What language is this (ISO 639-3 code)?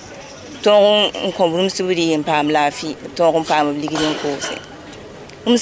mos